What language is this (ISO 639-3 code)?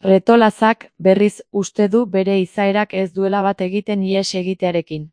eus